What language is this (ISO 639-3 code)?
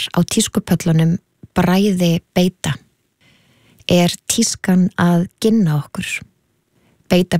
isl